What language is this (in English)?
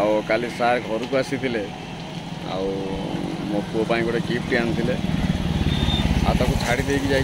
Odia